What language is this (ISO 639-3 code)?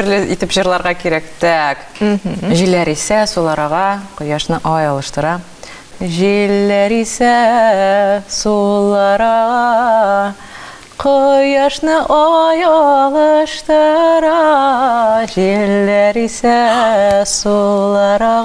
tat